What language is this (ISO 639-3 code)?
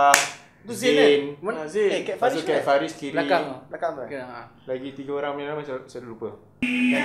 msa